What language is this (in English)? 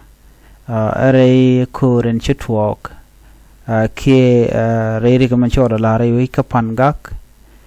Nuer